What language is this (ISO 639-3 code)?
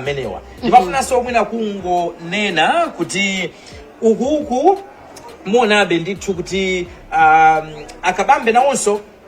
nya